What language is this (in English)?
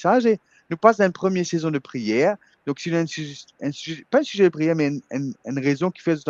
Morisyen